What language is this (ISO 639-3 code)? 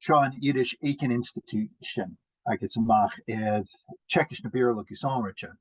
gla